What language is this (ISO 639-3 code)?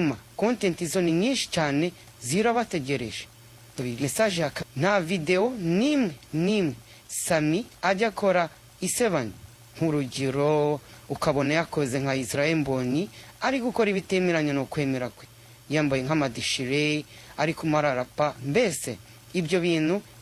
kin